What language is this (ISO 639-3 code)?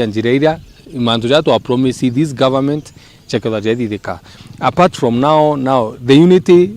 mer